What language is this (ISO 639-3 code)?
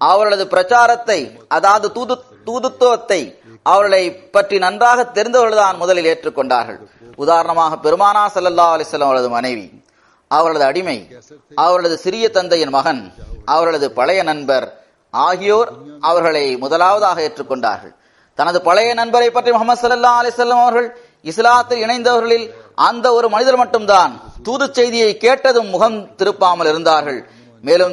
tam